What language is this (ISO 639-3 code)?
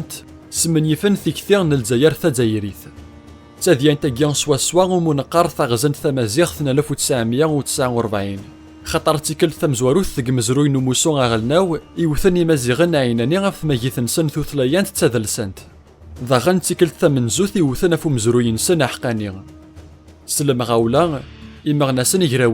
kab